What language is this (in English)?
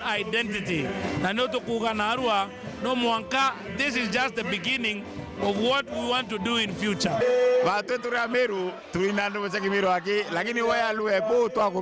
Meru